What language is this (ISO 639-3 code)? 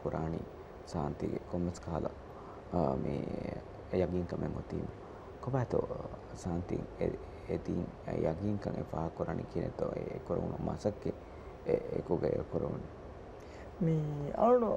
div